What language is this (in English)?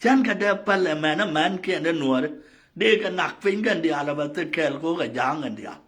Nuer